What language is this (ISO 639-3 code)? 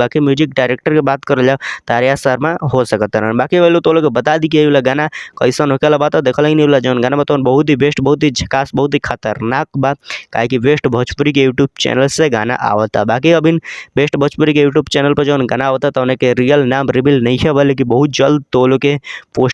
bho